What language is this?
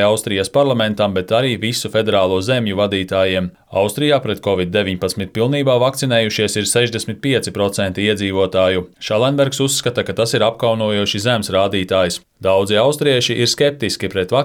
Latvian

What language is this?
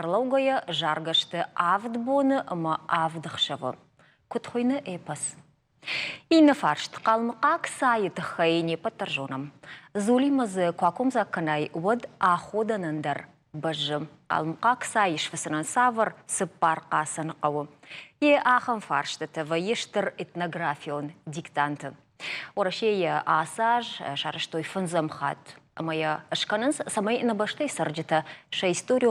Ossetic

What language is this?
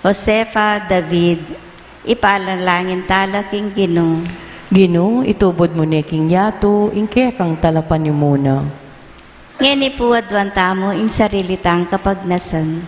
Pampanga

